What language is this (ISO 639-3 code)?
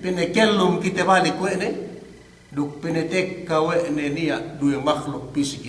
yka